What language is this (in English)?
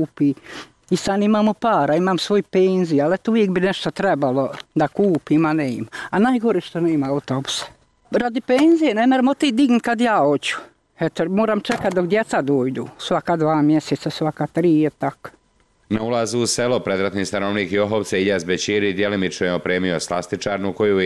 Bosnian